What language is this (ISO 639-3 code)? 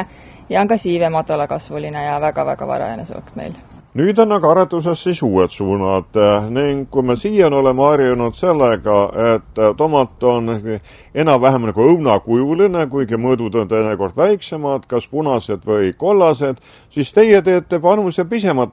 est